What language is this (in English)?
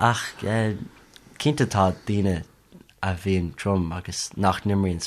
Irish